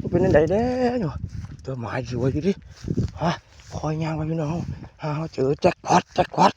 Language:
Northeastern Thai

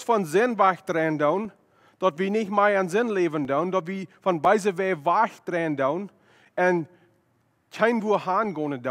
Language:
Plautdietsch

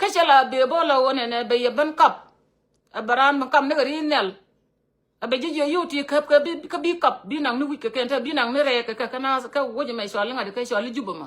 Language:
Nuer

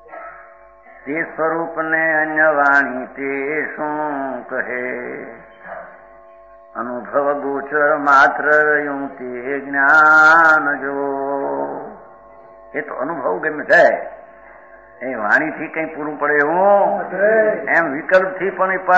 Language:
Gujarati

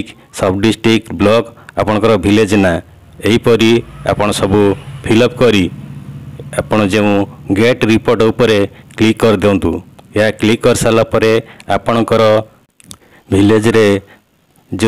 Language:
Odia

